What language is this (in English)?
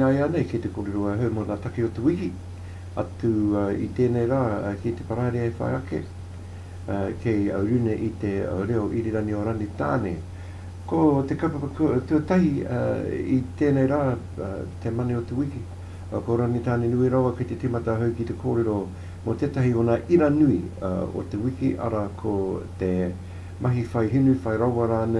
Māori